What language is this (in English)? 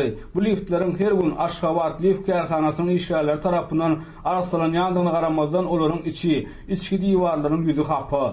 Turkmen